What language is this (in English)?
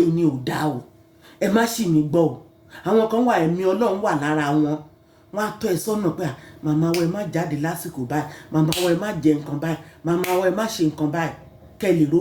Yoruba